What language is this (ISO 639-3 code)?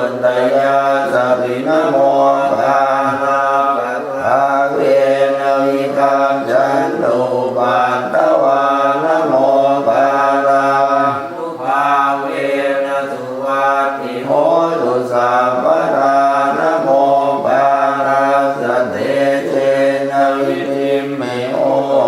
pli